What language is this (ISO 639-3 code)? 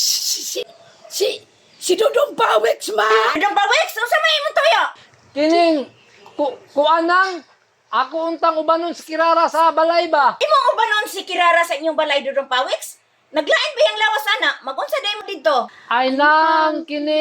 ceb